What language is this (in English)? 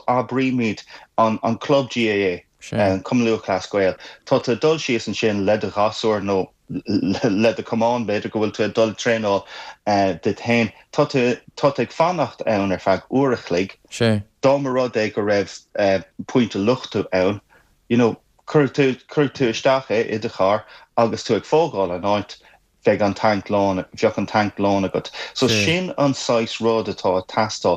Irish